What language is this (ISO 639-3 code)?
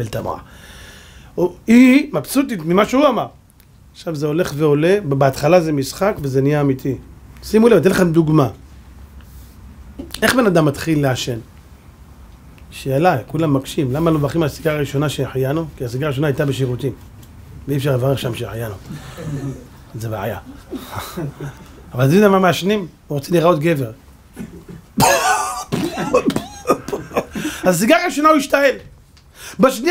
heb